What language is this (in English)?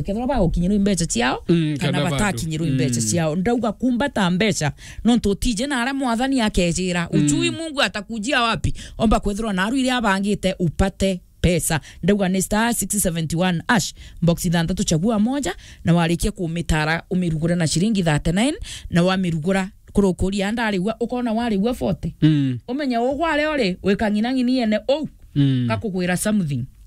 Meru